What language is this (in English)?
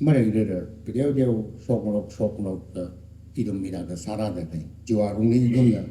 Tangkhul Naga (India)